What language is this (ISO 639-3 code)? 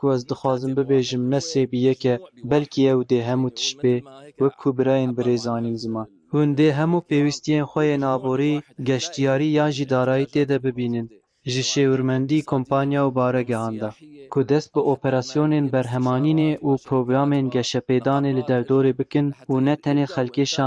kur